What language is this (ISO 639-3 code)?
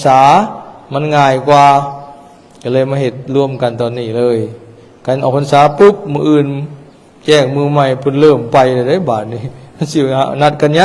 lao